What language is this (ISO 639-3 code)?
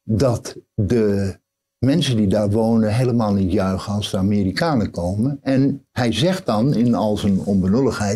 nld